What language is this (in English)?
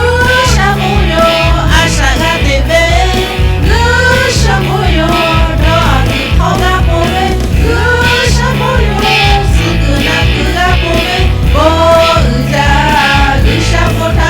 Lahu